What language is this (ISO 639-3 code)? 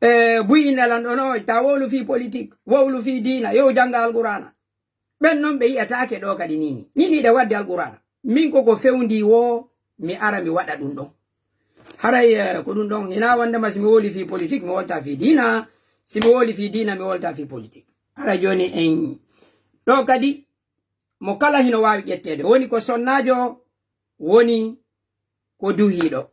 ful